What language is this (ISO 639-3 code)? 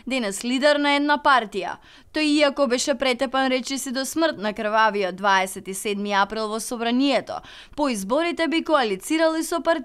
mkd